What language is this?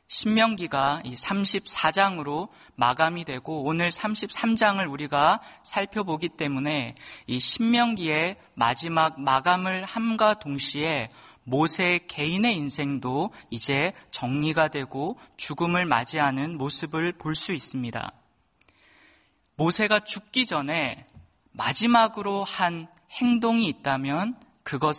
Korean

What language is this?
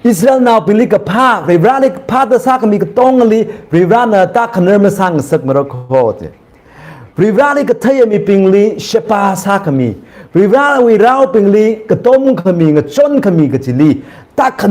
Tangkhul Naga (India)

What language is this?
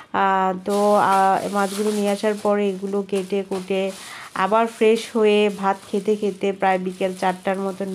Bangla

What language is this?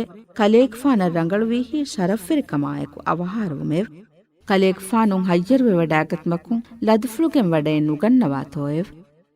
Divehi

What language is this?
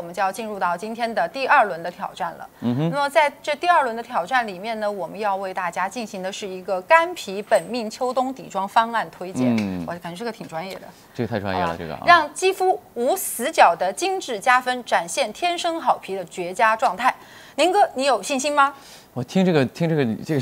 Chinese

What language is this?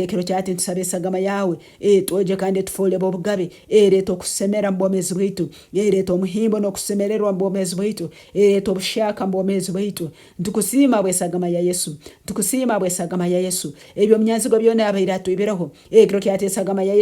Nyankole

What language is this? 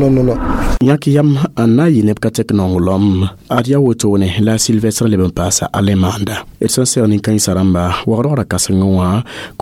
Mossi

